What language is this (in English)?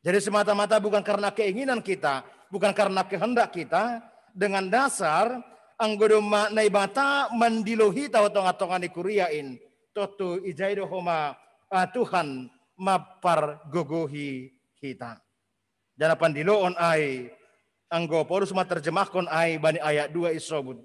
Batak Simalungun